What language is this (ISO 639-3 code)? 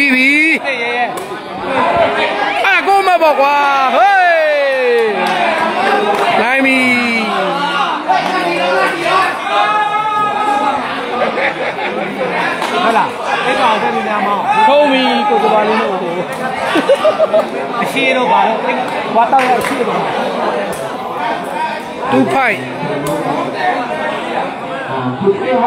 mya